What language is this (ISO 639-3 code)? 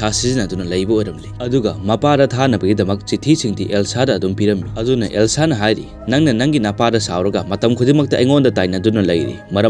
mni